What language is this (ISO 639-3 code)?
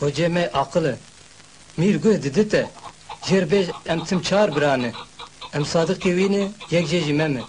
kur